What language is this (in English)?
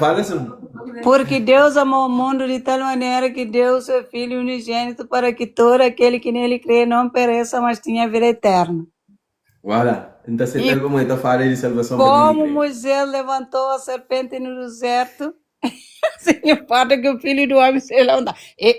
Kabuverdianu